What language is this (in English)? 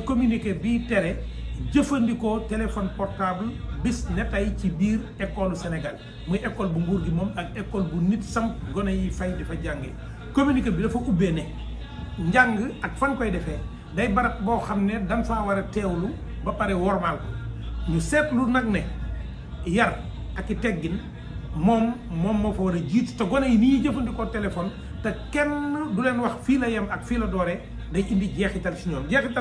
Wolof